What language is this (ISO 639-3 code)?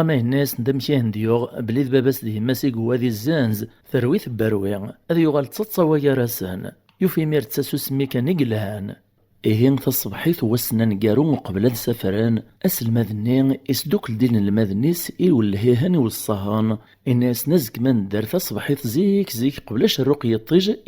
kab